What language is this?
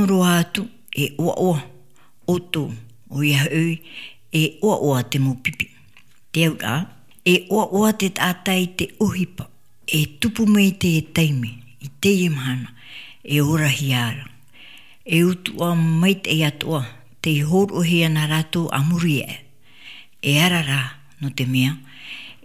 Tahitian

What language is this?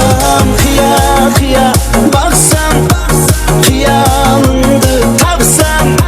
Kara-Kalpak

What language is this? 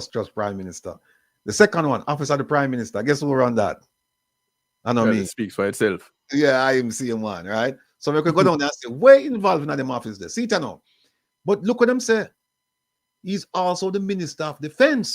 Jamaican Creole English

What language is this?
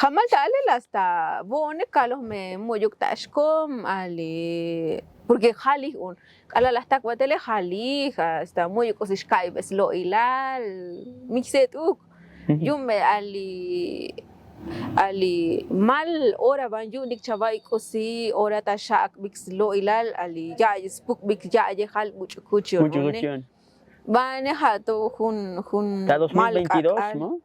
Tzotzil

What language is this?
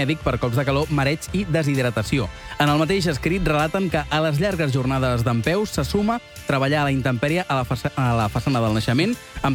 Catalan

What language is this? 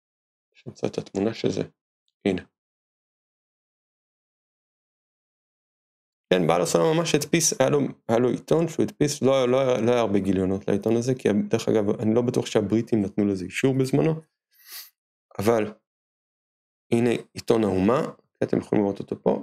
Hebrew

